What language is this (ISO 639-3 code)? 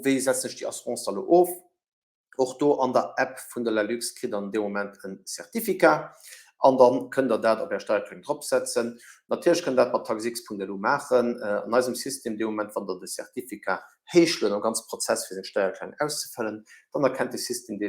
ltz